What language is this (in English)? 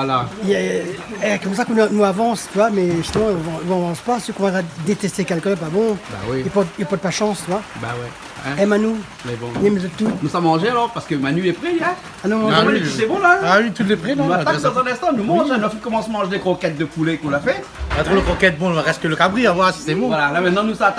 Réunion Creole French